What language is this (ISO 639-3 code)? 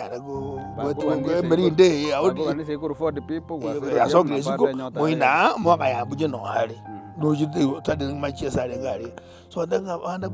guz